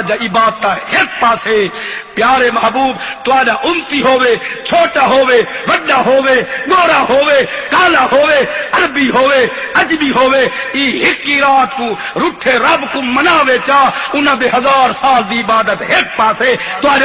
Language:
Saraiki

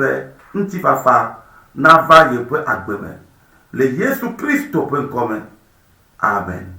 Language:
Ewe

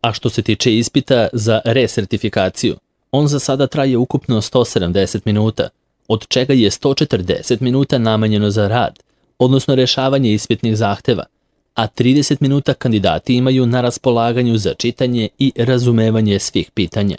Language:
Serbian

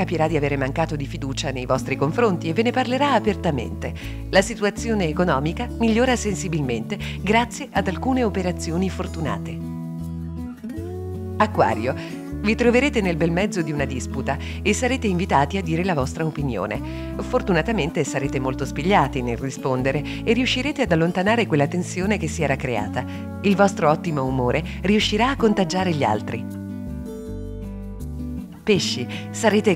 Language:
Italian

